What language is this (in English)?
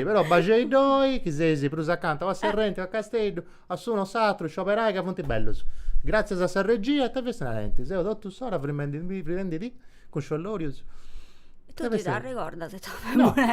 Sardinian